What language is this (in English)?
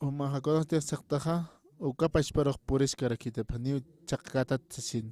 Aymara